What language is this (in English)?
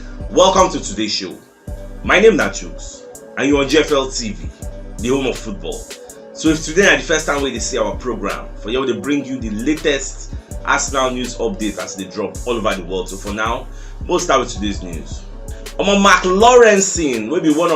Nigerian Pidgin